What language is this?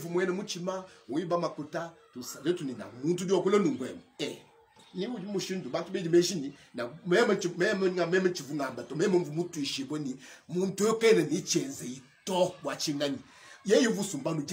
Luba-Lulua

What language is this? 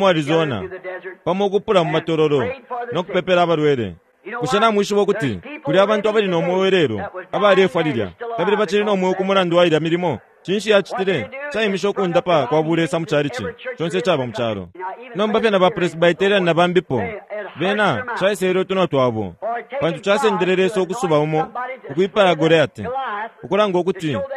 Bemba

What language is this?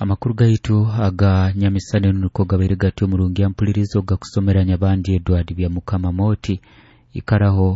Nyoro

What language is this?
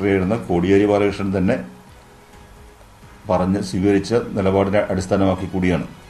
Malayalam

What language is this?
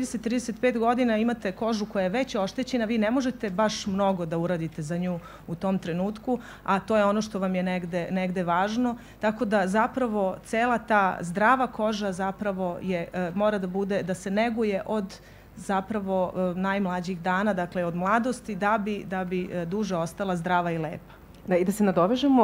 Serbian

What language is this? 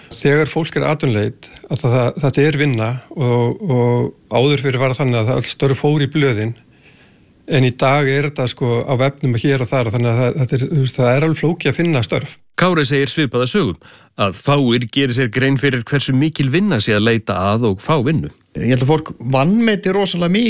Icelandic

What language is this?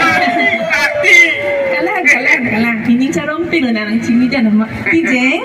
Karbi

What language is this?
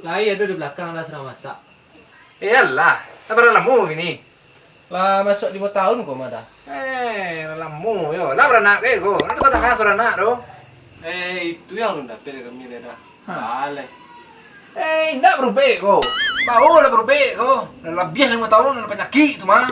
Minangkabau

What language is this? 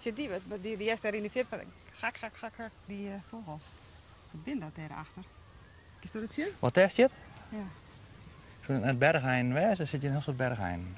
Western Frisian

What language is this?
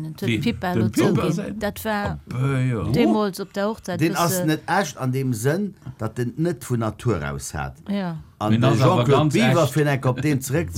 Luxembourgish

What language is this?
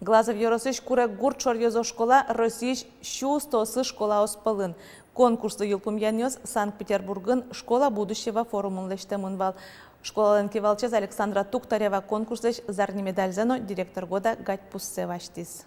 Udmurt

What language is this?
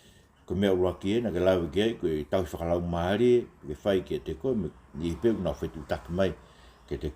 Tongan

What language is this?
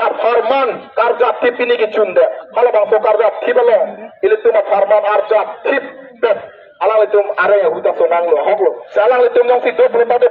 Karbi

